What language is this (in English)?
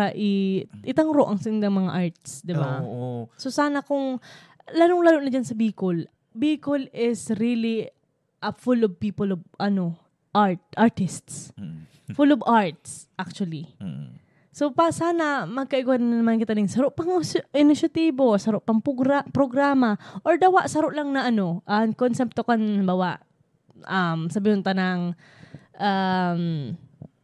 Bikol